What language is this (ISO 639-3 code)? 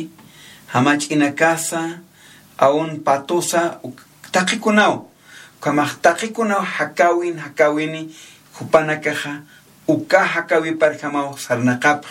aym